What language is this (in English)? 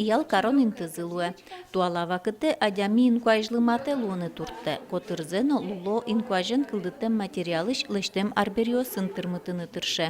Udmurt